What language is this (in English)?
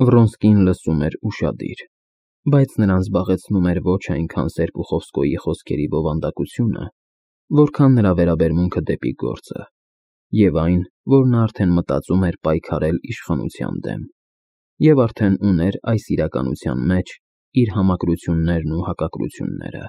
Armenian